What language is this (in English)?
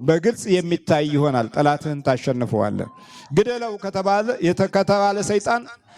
Amharic